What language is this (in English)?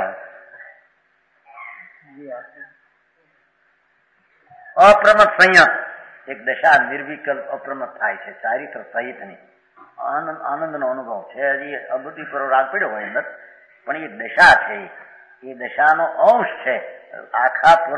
Gujarati